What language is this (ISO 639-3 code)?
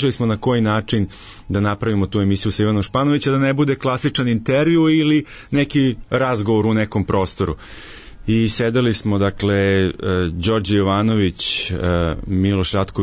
srp